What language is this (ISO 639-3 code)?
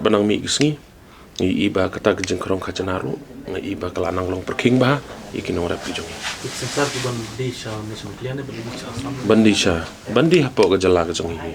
kha